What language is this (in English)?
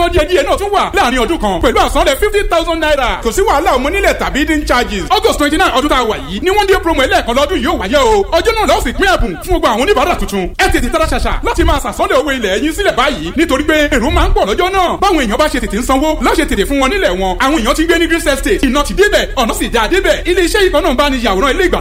Yoruba